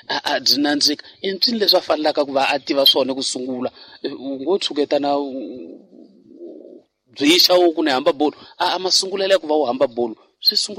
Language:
Tsonga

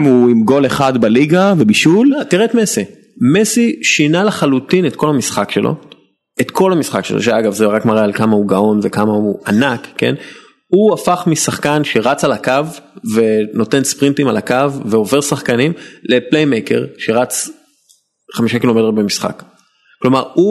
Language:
Hebrew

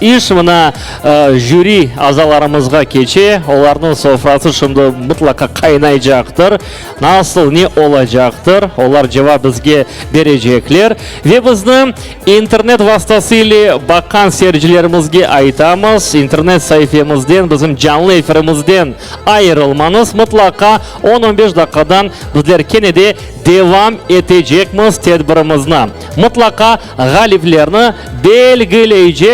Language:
Crimean Tatar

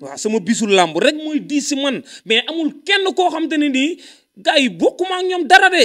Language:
Wolof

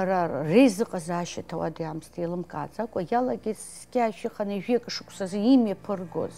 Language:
Abkhazian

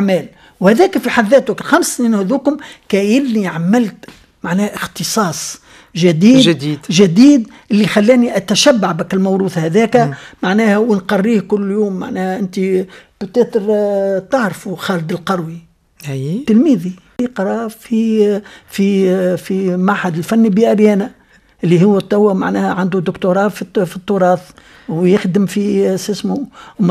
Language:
Tunisian Arabic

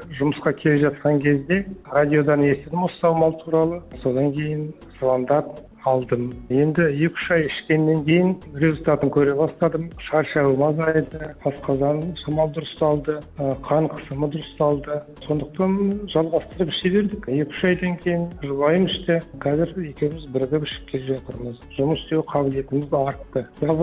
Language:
Kazakh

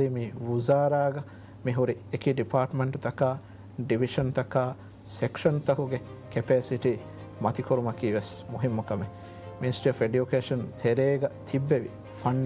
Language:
Divehi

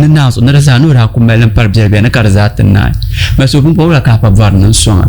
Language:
Dagbani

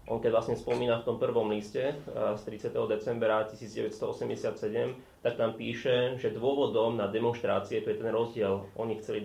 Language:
Slovak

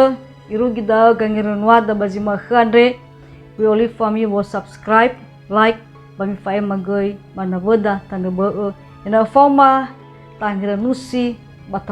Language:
Nias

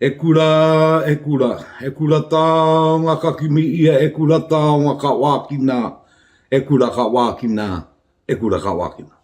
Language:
Māori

